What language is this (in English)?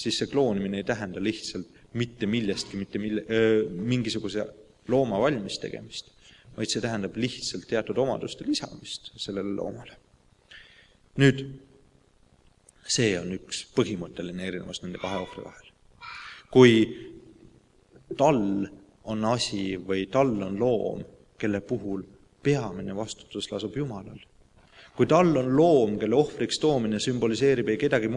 Estonian